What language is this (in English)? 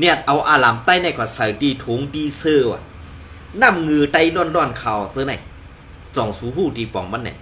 Shan